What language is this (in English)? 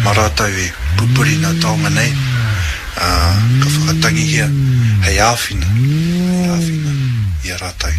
Māori